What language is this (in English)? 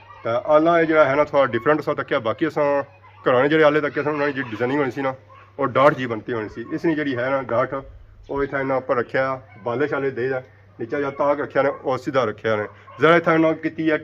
Pahari-Potwari